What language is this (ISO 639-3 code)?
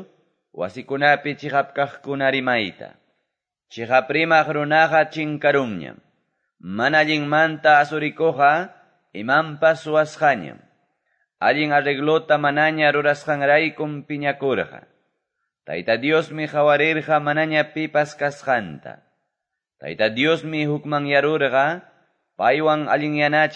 que